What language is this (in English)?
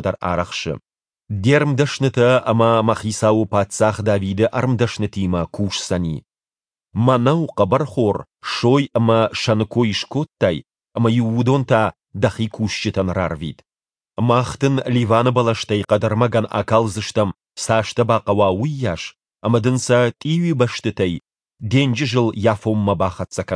Ossetic